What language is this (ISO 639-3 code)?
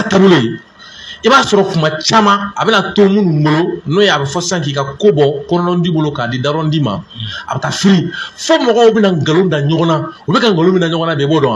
bam